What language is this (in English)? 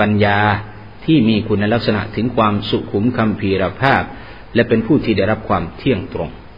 Thai